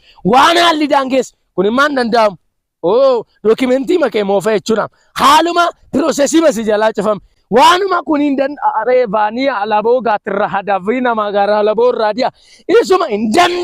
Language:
Oromo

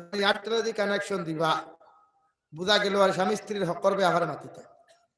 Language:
Sylheti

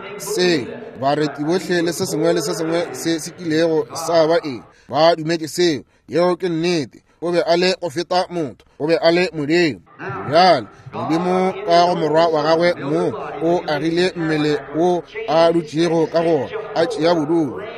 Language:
Northern Sotho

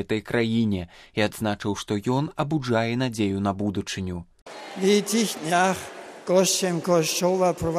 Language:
Belarusian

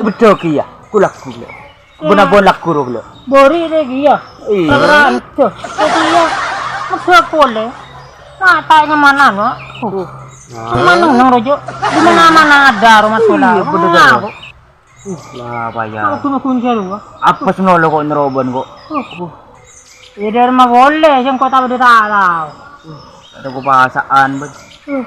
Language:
Madurese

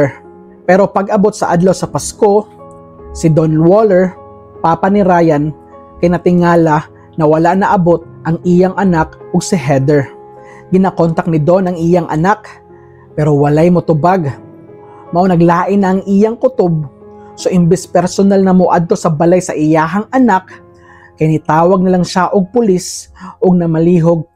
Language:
Cebuano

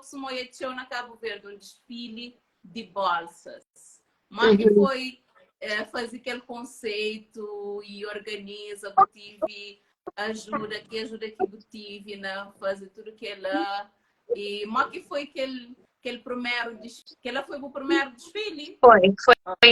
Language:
Kabuverdianu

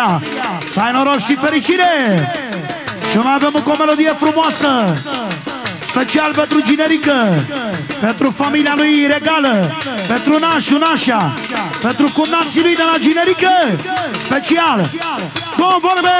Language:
Romanian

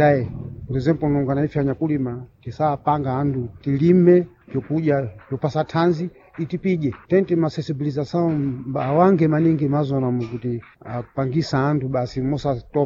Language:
Sena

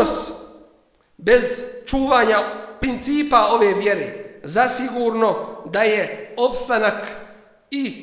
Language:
Bosnian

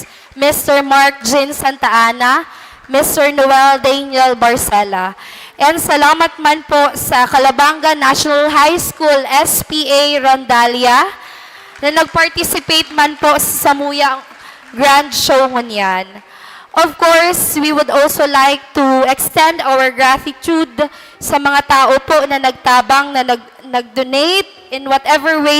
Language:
Bikol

